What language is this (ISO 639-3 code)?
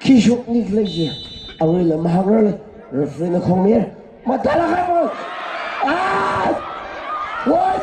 nmf